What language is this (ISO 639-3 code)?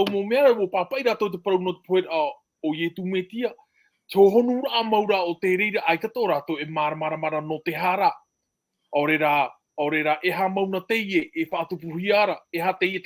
tah